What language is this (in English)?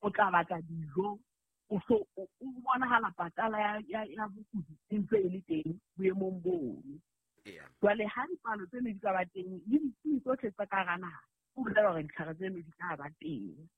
Southern Sotho